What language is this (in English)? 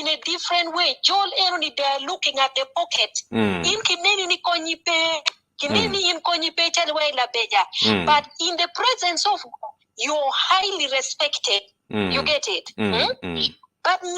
Acoli